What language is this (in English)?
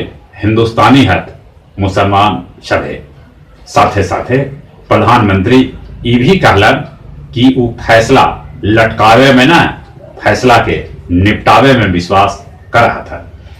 Magahi